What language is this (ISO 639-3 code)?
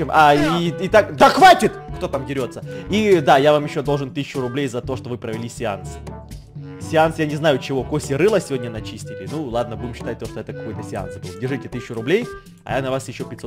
rus